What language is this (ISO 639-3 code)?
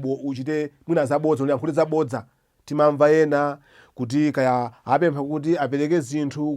nya